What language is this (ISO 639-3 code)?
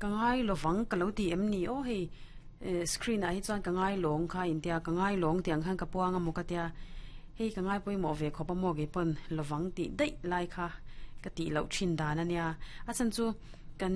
lus